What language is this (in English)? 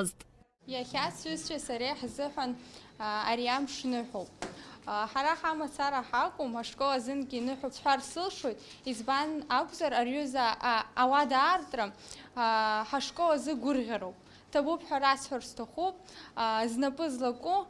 Abkhazian